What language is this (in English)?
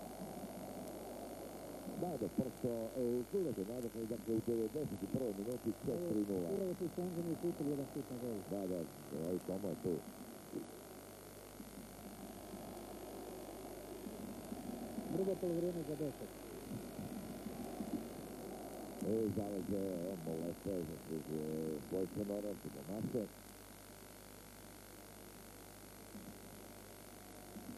Croatian